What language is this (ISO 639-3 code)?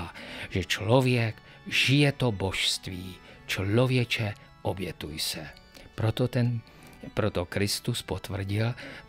ces